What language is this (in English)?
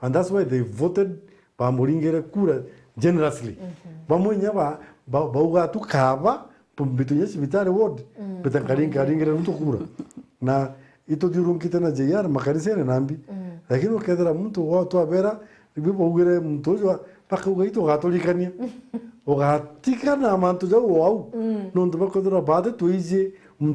Meru